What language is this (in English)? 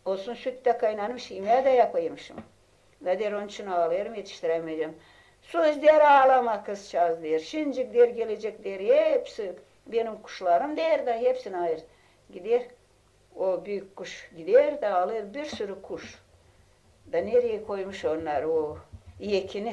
Gagauz